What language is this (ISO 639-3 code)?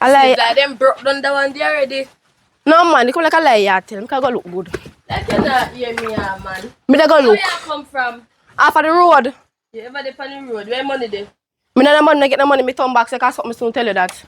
jam